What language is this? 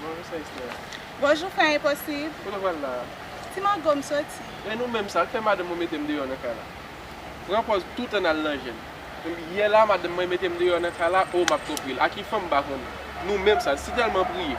Haitian Creole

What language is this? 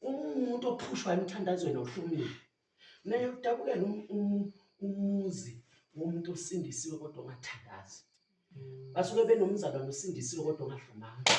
Zulu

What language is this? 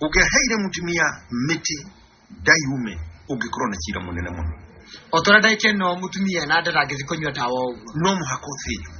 Kikuyu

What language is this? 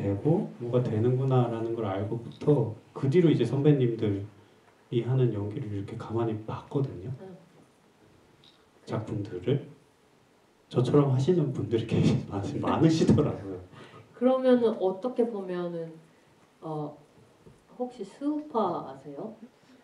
Korean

